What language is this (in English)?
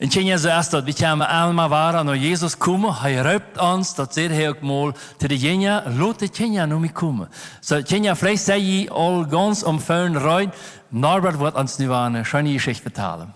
Plautdietsch